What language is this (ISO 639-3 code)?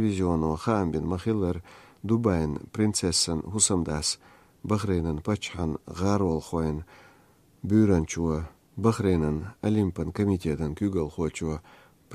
che